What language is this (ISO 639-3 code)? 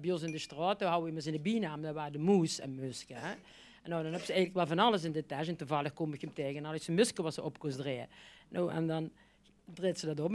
lim